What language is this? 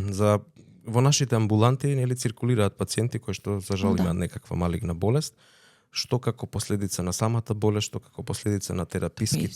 Macedonian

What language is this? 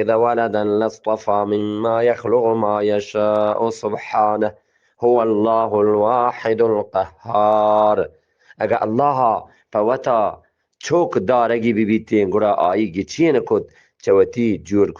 Eastern Balochi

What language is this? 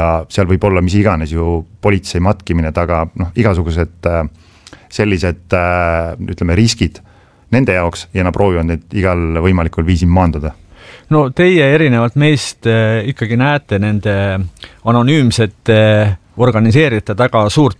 Estonian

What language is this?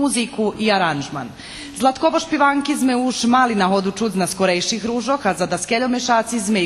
Rusyn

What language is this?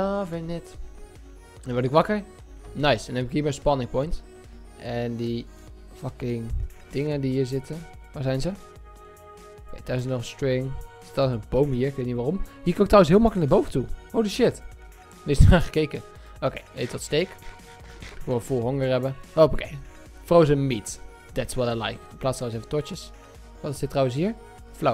Dutch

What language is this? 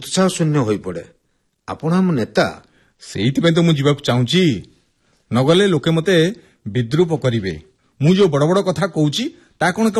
Odia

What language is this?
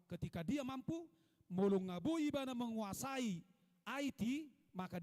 Batak Toba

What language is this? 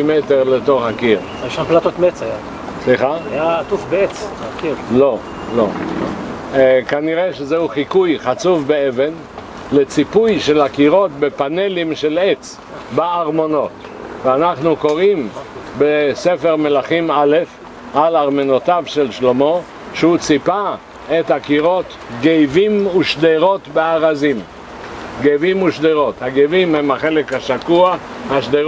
Hebrew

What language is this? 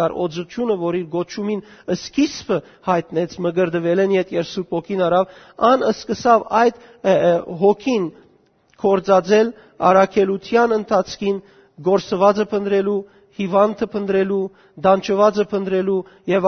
Western Armenian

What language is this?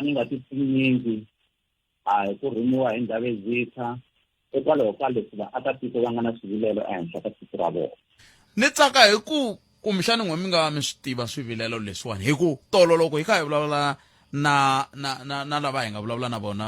Tsonga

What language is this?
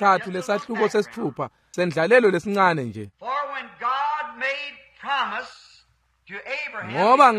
Swati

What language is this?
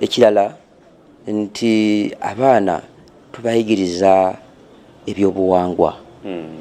Ganda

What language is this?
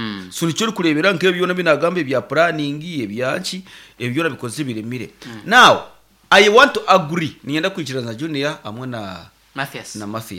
Nyankole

